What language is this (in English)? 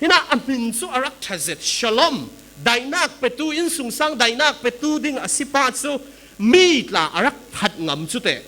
Falam Chin